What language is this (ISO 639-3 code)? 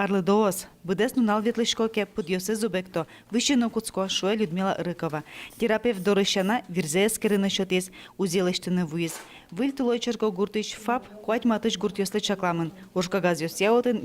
udm